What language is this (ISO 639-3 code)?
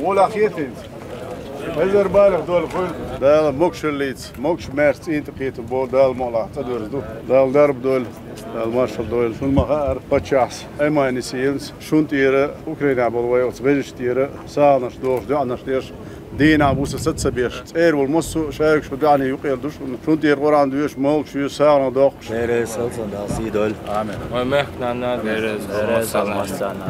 che